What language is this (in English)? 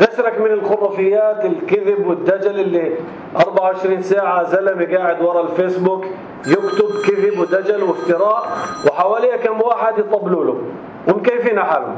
North Levantine Arabic